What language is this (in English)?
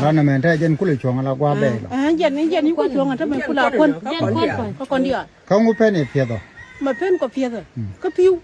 Nuer